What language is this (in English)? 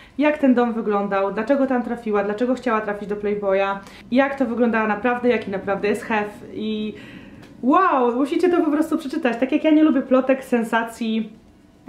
Polish